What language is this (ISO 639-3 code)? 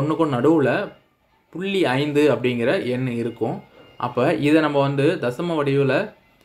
tam